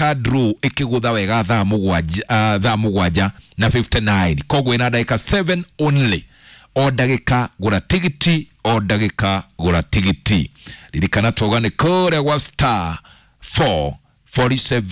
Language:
Kikuyu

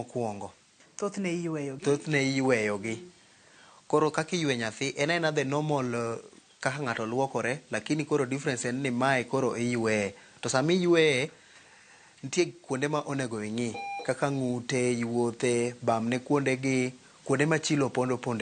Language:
Luo (Kenya and Tanzania)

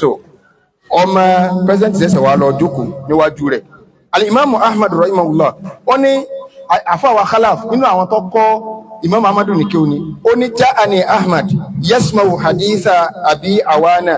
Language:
Yoruba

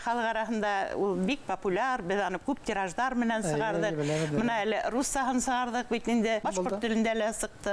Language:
Bashkir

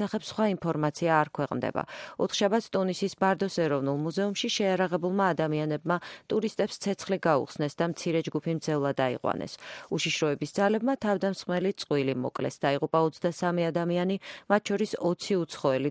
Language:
Georgian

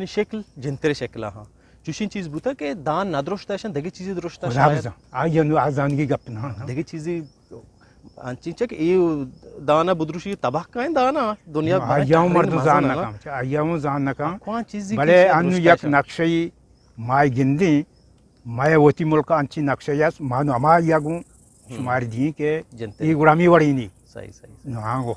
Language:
Eastern Balochi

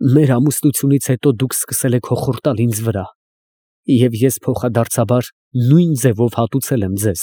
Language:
Armenian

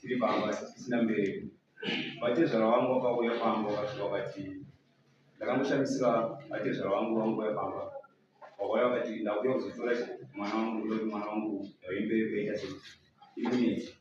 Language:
Shona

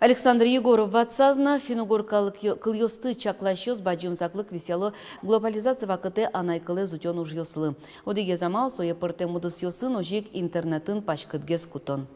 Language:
Udmurt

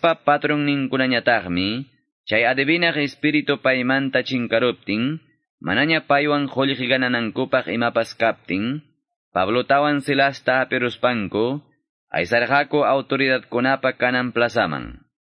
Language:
Quechua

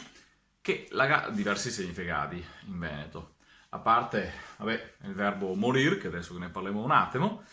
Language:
Venetian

